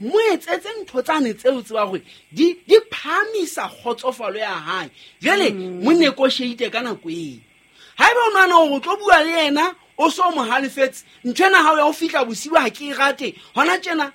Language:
Southern Sotho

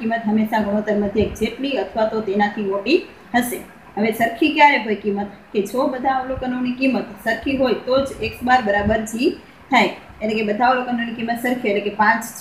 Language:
Gujarati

